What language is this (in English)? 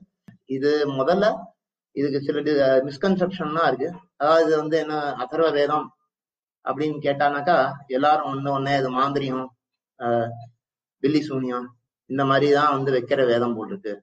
Tamil